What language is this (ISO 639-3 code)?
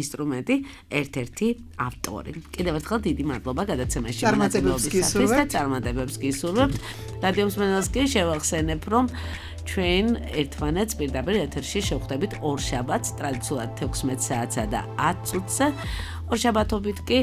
kat